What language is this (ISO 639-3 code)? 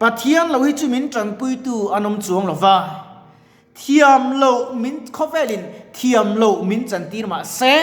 lus